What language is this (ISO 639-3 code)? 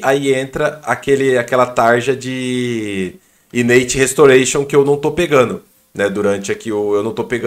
por